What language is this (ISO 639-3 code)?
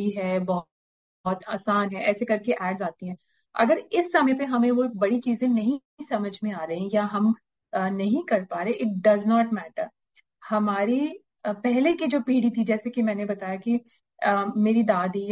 hin